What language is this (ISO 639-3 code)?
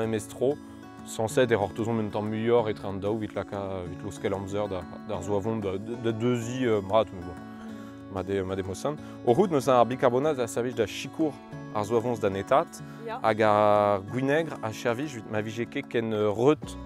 bre